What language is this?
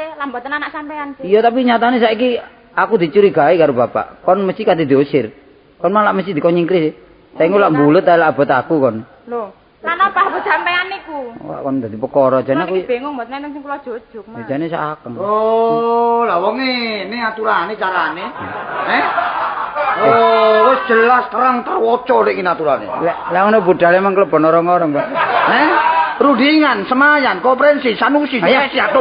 Javanese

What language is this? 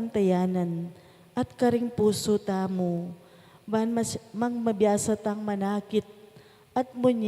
Pampanga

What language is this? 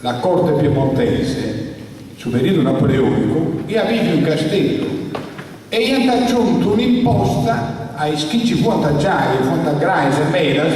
Sardinian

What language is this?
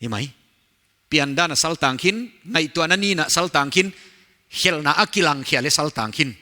Paite Chin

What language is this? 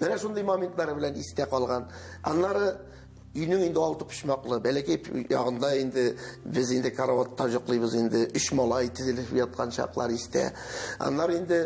Tatar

